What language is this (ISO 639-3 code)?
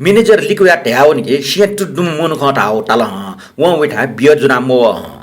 new